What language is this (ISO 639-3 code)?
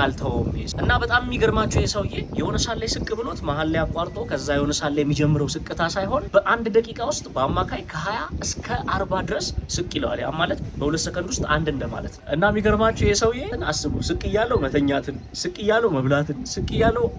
amh